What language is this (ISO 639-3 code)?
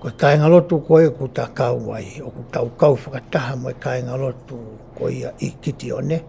ton